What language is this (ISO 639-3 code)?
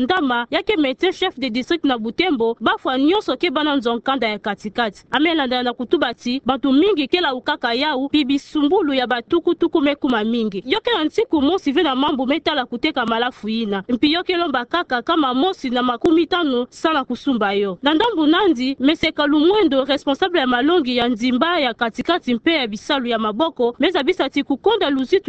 ktu